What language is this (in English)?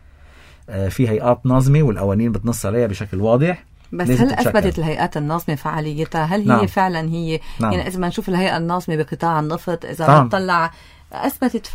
North Levantine Arabic